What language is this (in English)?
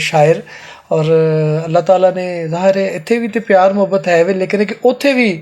Western Panjabi